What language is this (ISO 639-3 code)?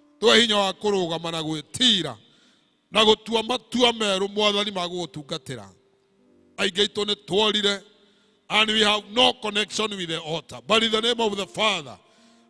kik